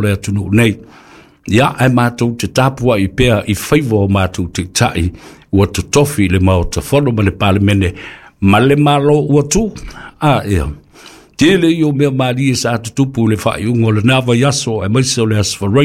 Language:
Samoan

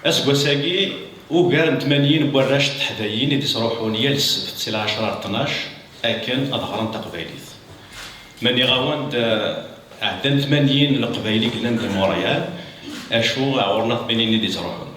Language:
Kabyle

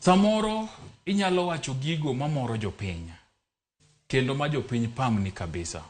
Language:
Luo (Kenya and Tanzania)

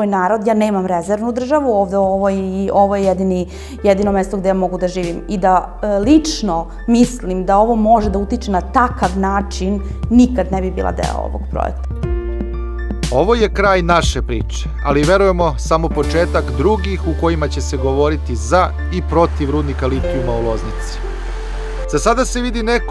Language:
Serbian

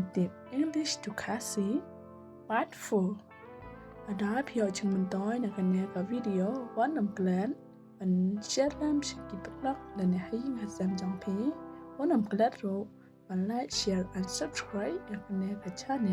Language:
Khasi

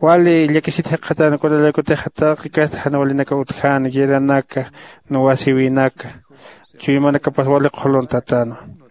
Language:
Aymara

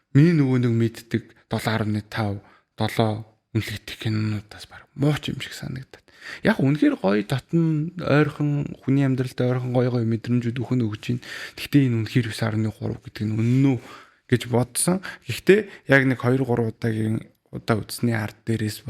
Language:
Mongolian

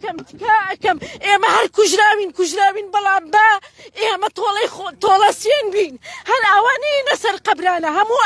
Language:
Central Kurdish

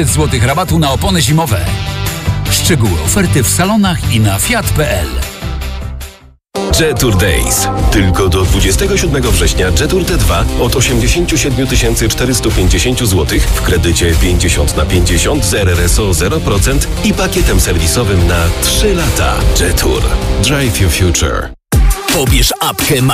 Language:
Polish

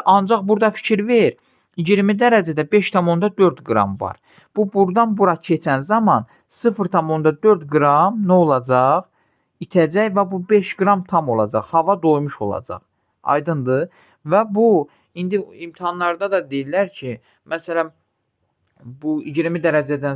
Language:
Azerbaijani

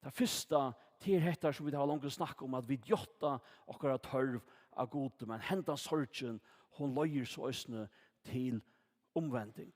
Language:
Faroese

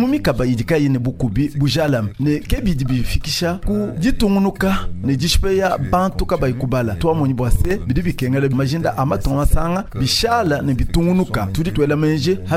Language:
Luba-Lulua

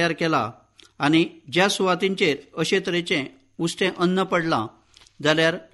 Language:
Konkani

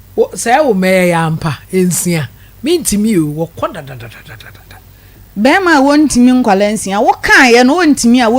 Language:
Akan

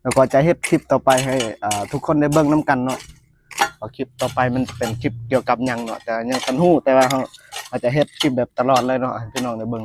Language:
Lao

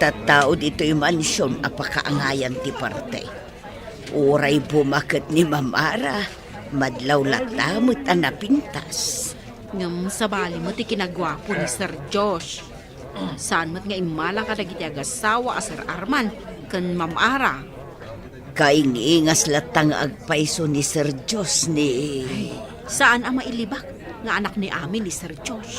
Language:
Iloko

